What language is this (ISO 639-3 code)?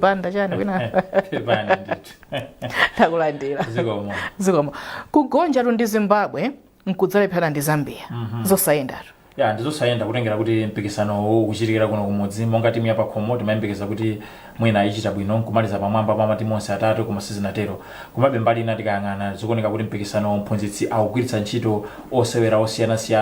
nya